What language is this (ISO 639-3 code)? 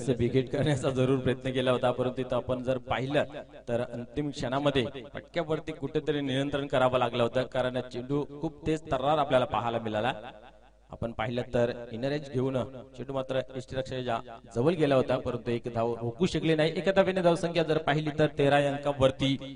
mar